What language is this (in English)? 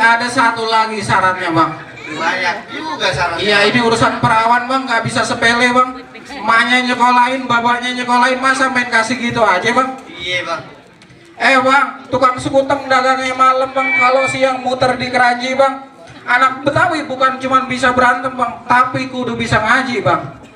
Betawi